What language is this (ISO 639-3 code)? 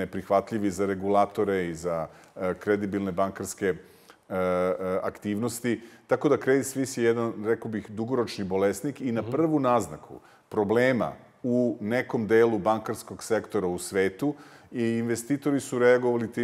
srp